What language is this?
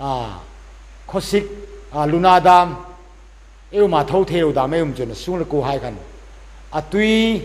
Hmar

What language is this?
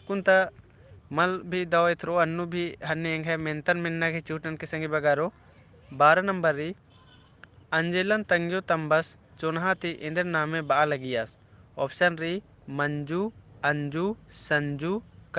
Kurukh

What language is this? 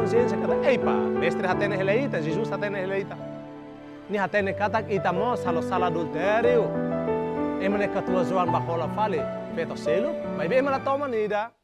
Tetum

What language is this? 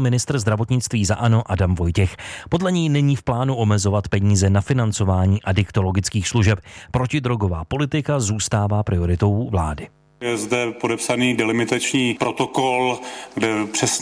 Czech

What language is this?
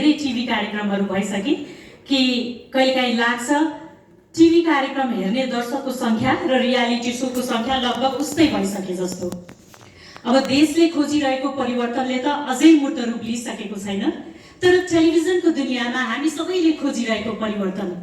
Nepali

